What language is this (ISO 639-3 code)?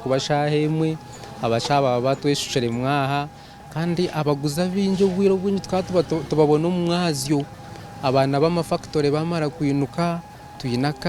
nyn